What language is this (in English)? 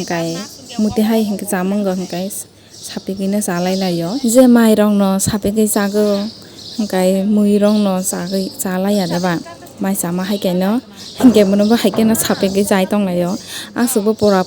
Kok Borok